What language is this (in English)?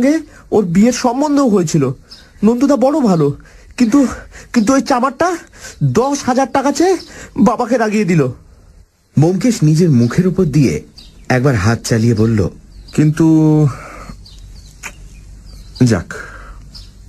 Bangla